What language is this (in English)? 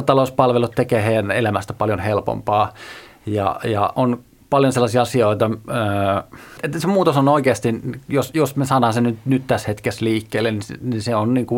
Finnish